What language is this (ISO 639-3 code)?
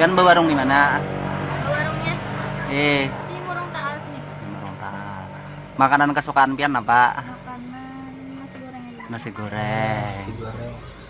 bjn